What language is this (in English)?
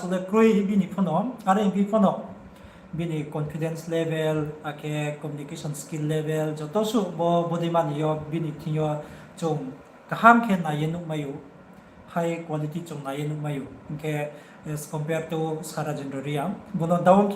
Riang (India)